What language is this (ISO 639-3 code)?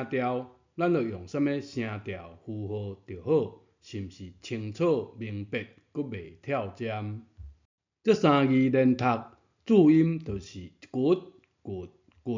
nan